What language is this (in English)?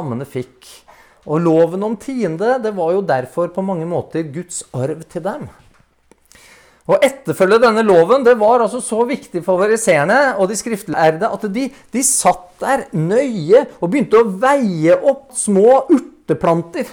Norwegian